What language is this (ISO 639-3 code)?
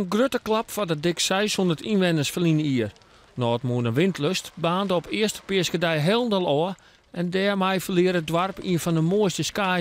fry